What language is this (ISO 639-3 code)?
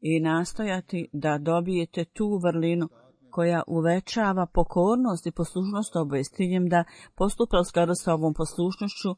bos